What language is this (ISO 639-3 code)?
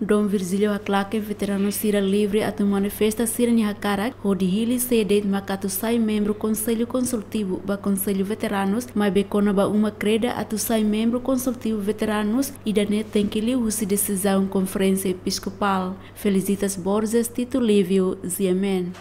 tet